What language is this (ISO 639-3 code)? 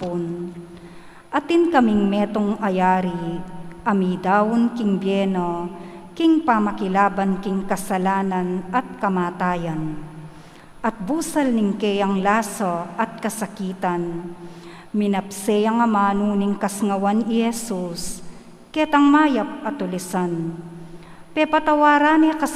pam